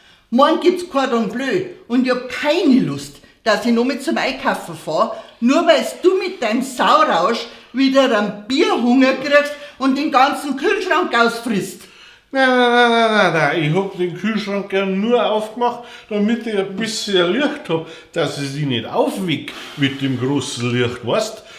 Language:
Bavarian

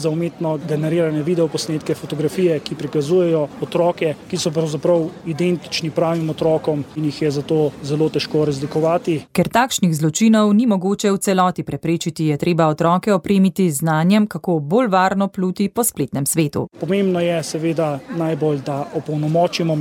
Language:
Slovenian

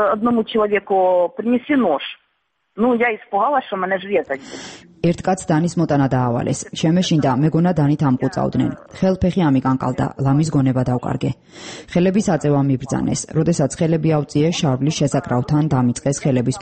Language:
Georgian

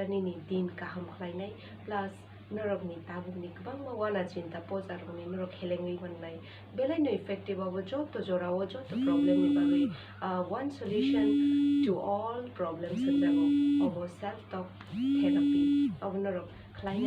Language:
Kok Borok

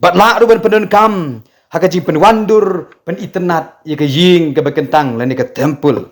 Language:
Khasi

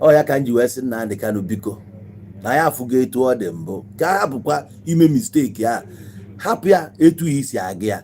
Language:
Igbo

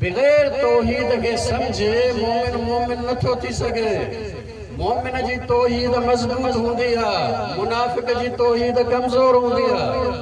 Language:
Sindhi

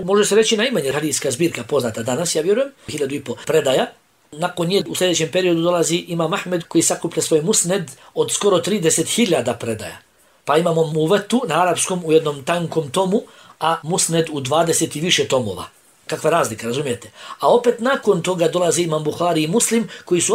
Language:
Bosnian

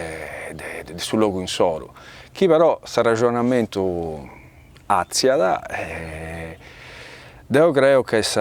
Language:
Sardinian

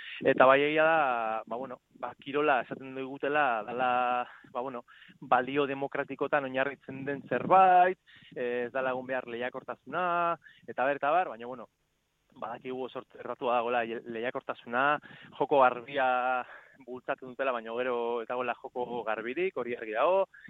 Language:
Basque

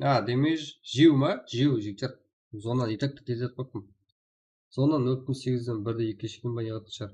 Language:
Kara-Kalpak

